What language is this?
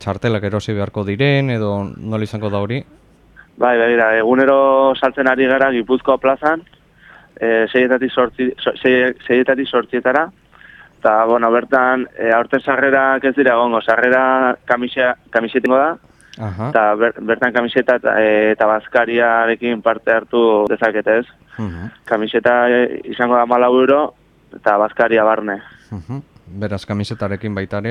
Basque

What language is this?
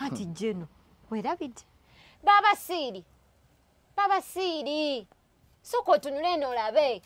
Ganda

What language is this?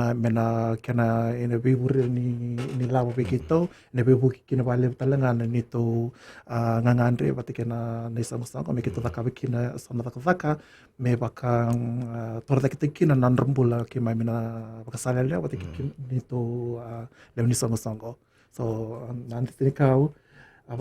Fijian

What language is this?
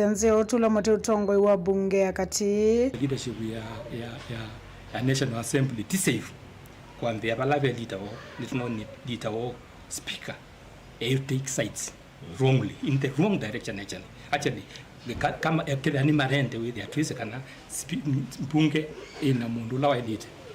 Kamba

